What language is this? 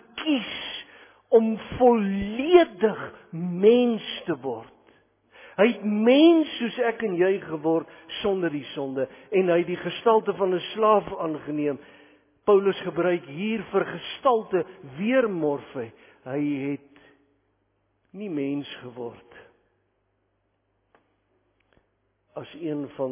Afrikaans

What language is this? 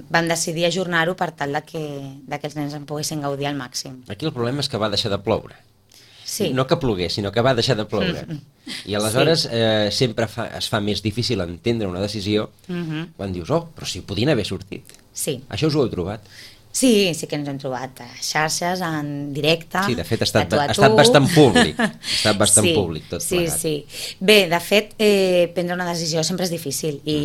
Catalan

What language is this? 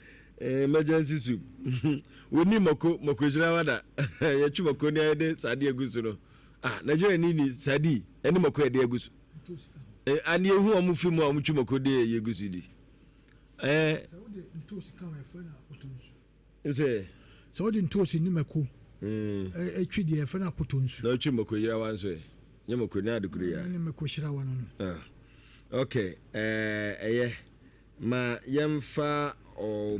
Akan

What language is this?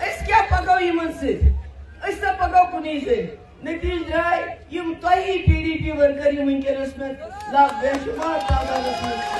Kashmiri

